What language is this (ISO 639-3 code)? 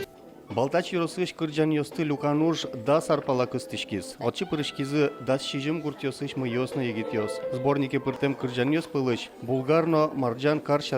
udm